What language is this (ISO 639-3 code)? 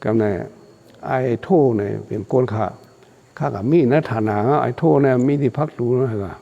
shn